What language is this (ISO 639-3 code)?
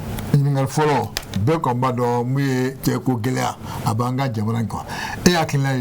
bam